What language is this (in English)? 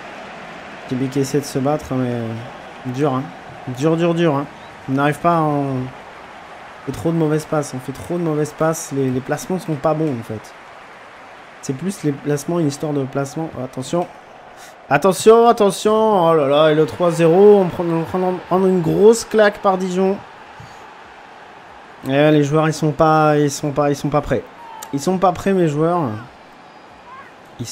French